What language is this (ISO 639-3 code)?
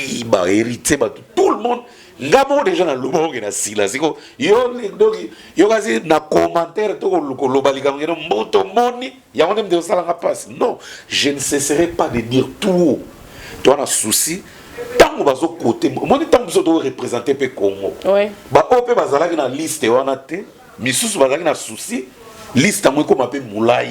lin